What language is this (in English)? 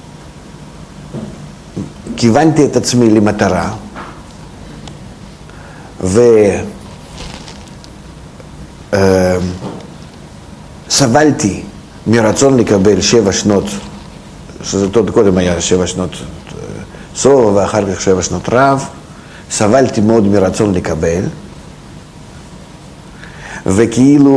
Hebrew